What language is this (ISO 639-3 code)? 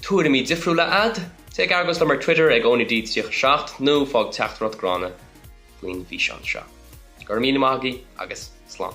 gle